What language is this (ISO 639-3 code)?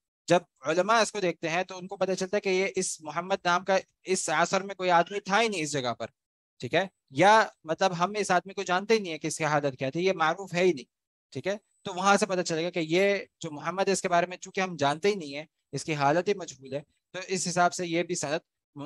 urd